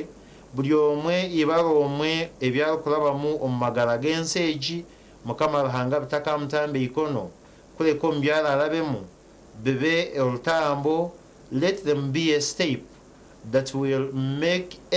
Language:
Nyankole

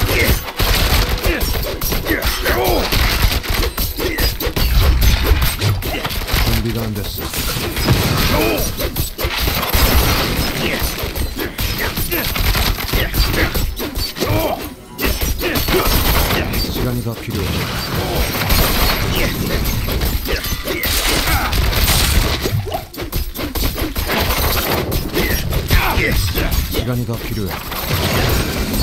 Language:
Korean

